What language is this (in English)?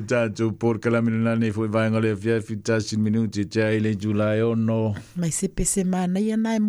Samoan